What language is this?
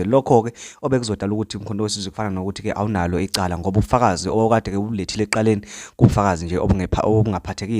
Zulu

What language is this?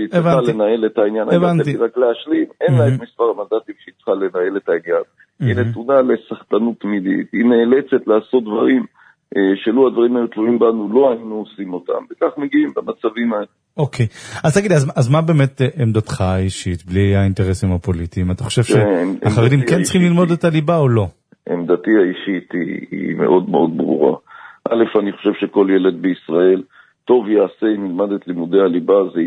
Hebrew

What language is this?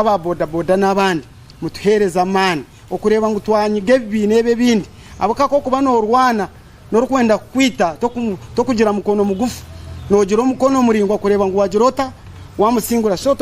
Nyankole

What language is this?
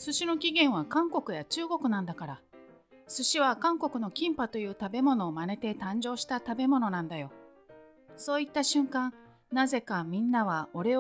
Japanese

